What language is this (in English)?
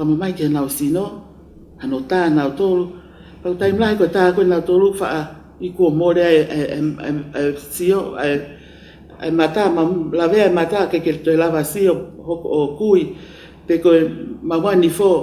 Tongan